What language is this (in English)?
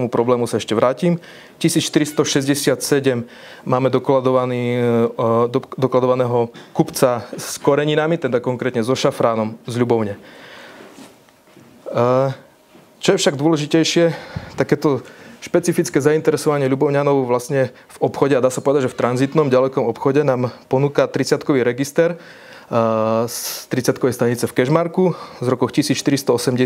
Slovak